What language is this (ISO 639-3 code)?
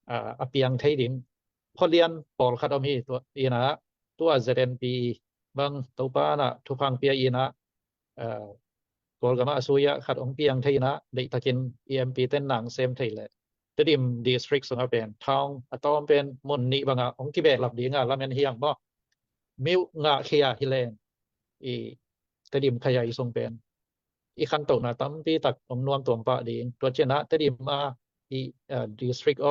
ctd